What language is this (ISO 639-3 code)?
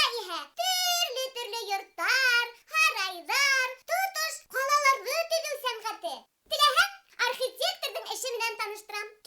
bak